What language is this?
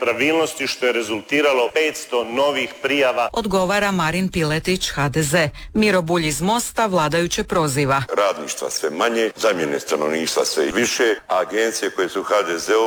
Croatian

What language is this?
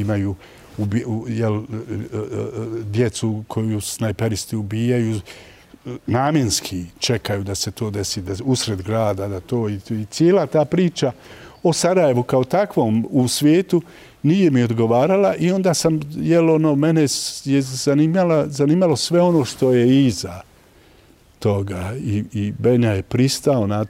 Bosnian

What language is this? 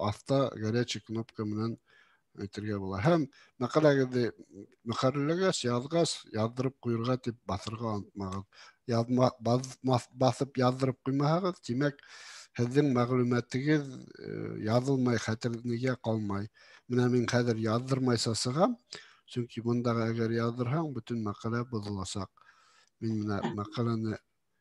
Bashkir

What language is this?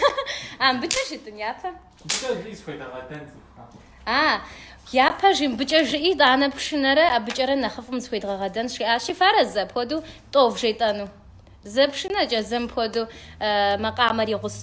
Kabardian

